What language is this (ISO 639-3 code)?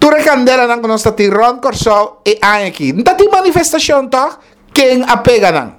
pap